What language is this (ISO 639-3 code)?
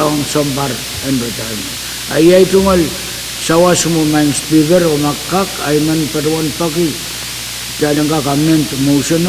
pon